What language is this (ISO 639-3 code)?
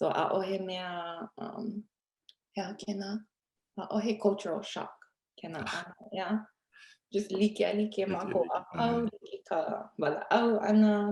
haw